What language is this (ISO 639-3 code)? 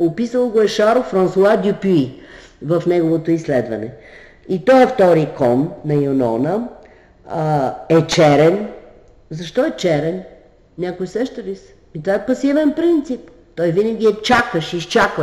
bul